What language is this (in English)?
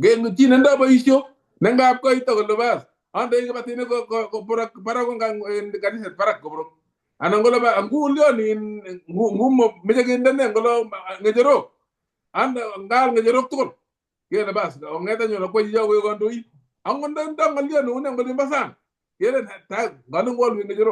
Kalenjin